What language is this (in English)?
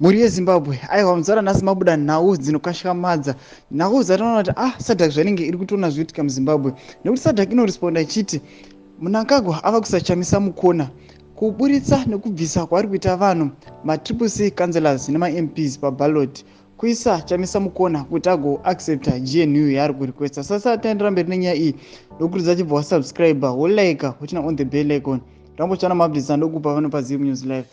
Shona